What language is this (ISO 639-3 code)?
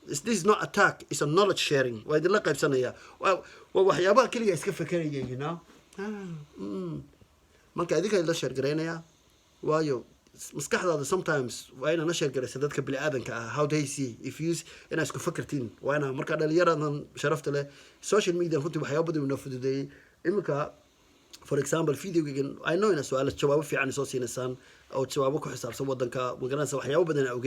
som